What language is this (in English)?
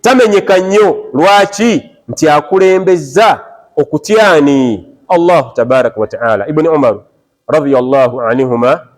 Ganda